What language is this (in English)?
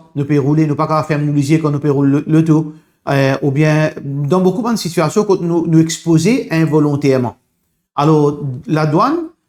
Morisyen